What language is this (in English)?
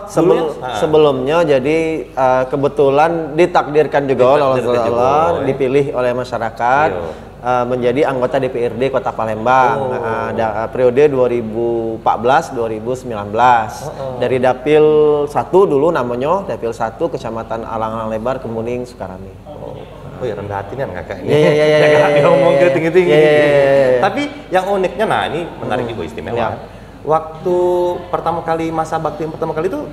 Musi